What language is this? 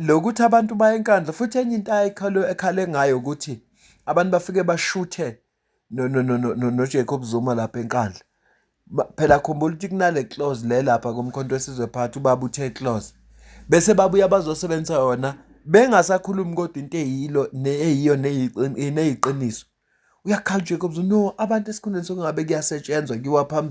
Zulu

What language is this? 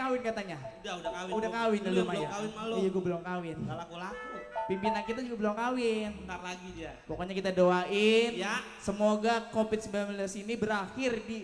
Betawi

